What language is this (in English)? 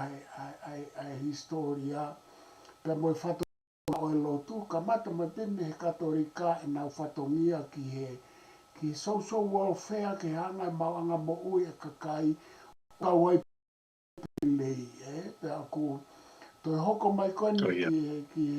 Tongan